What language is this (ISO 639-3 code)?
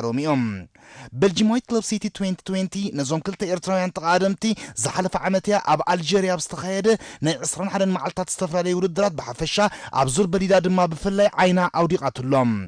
tir